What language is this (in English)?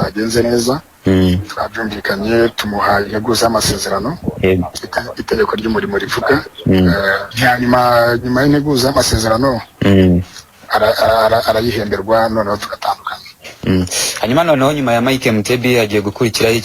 Kinyarwanda